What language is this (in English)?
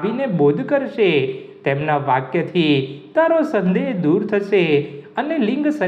Gujarati